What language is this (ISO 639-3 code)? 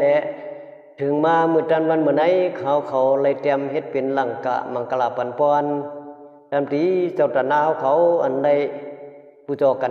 shn